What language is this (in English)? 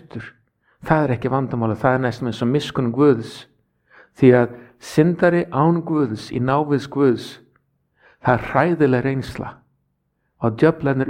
Icelandic